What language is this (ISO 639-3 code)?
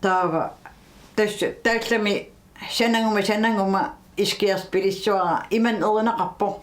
kal